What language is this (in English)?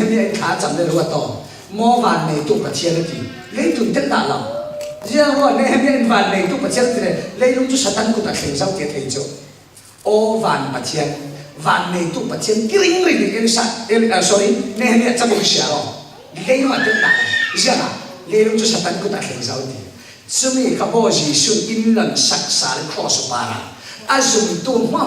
Falam Chin